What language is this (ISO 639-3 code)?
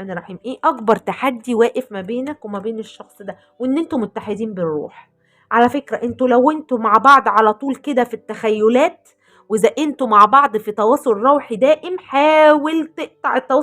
arz